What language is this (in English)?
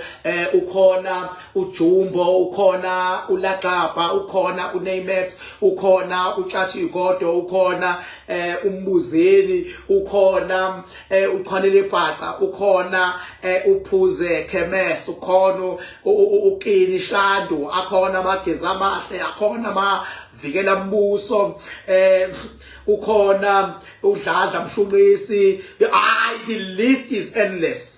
Zulu